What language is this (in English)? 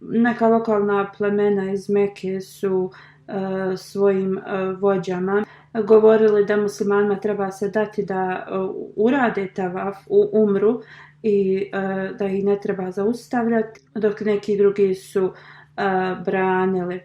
Bosnian